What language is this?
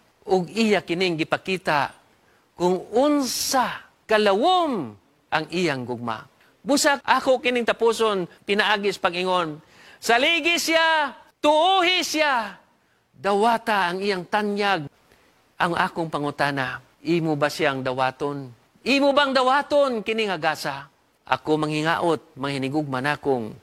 Cebuano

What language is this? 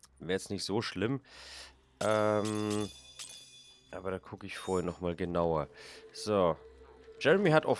German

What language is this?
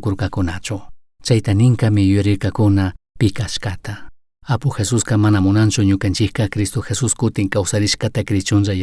Chimborazo Highland Quichua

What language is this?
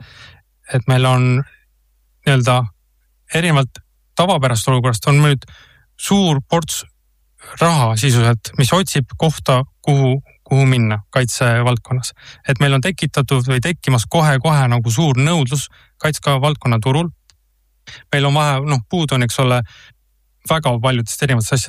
Estonian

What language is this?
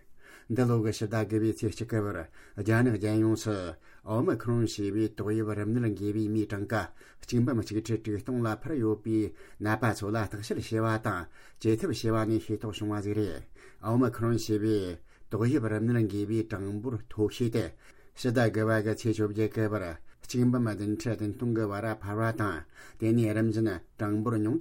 Tibetan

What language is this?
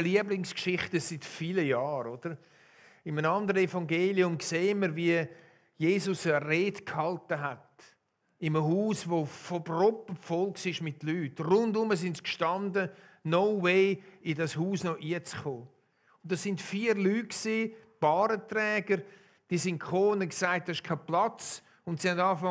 Swiss German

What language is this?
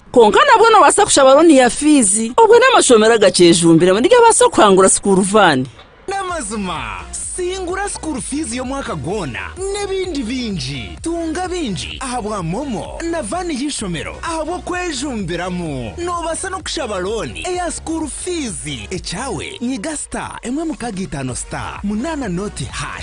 Nyankole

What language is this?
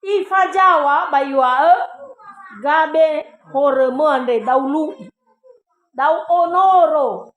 Nias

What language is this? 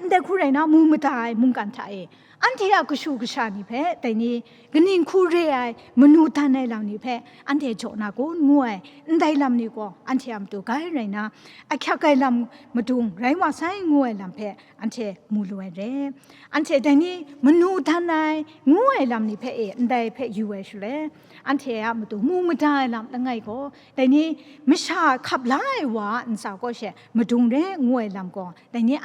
Kachin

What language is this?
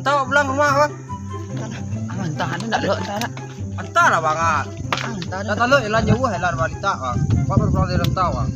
Minangkabau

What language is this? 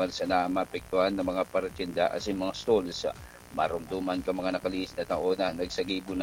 Bikol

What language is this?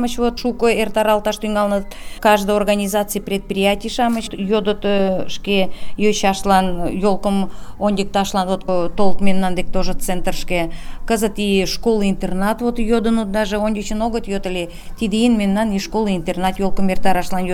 Mari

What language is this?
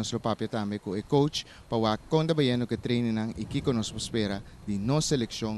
Papiamento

